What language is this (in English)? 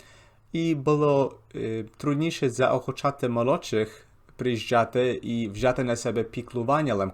Rusyn